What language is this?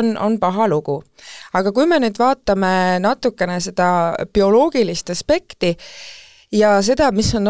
Estonian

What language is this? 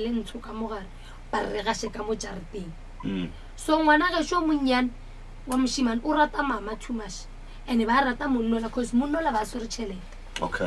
Northern Sotho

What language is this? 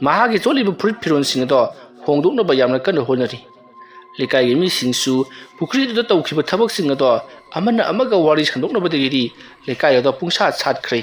Manipuri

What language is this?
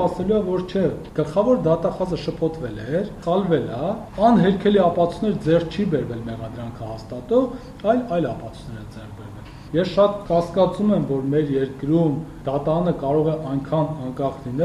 Armenian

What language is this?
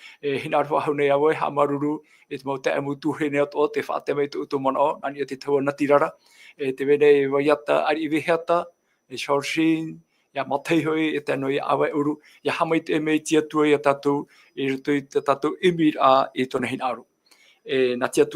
Tahitian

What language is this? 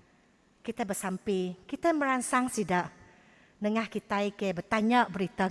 Iban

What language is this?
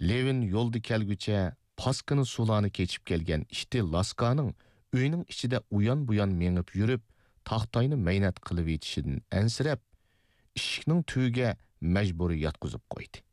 Uyghur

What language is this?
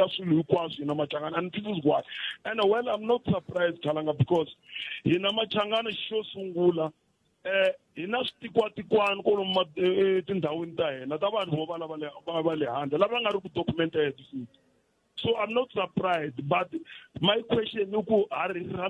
Tsonga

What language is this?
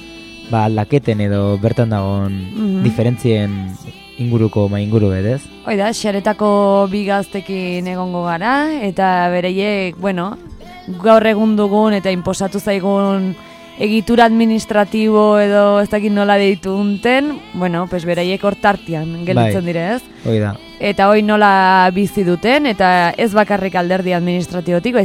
Basque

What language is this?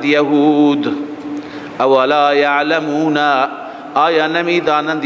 Persian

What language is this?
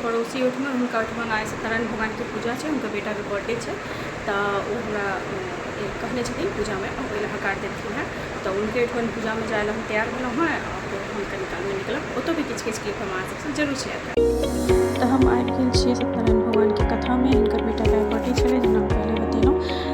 Maithili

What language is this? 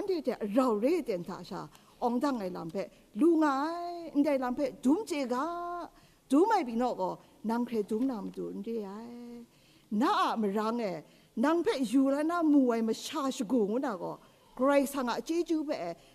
Kachin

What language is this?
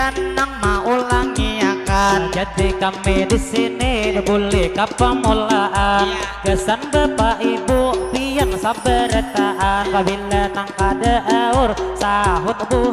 Banjar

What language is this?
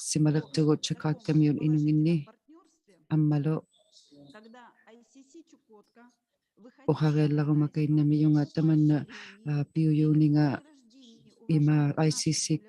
Inuktitut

